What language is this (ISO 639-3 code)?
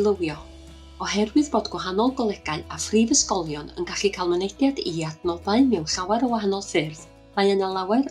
cym